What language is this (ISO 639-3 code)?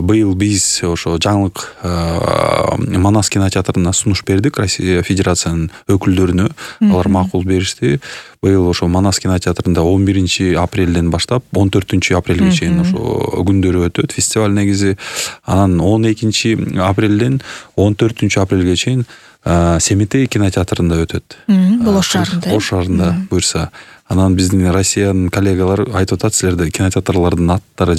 kir